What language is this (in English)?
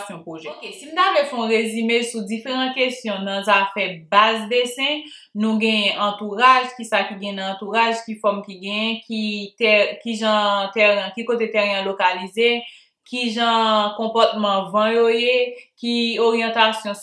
Haitian Creole